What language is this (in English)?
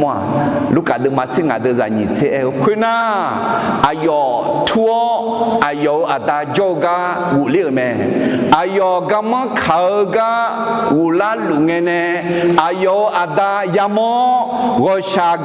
Akha